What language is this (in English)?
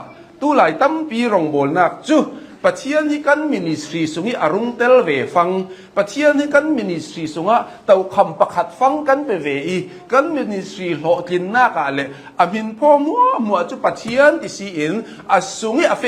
Hakha Chin